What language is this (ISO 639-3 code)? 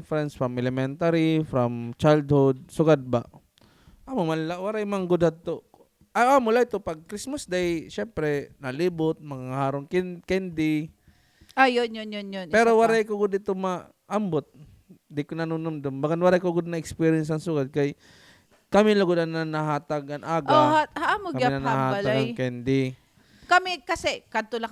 war